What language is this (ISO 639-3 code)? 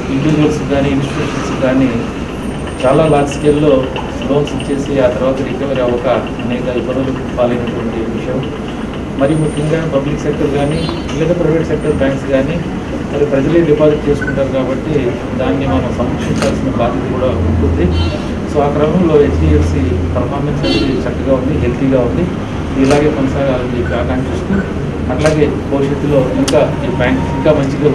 tel